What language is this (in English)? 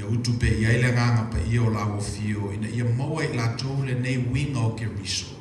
Samoan